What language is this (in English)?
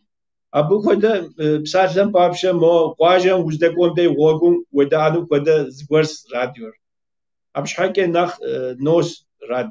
Kabardian